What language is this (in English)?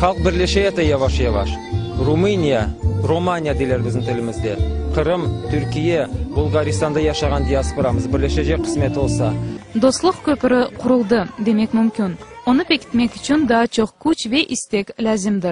Crimean Tatar